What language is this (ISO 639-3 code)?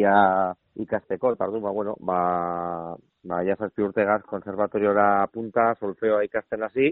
eus